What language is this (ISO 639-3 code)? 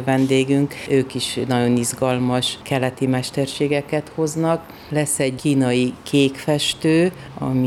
hun